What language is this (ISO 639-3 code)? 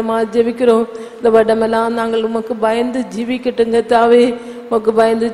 tam